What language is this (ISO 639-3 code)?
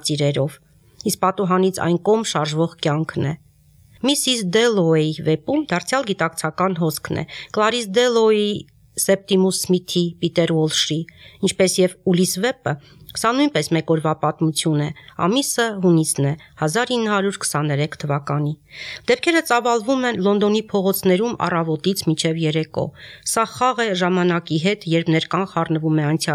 hye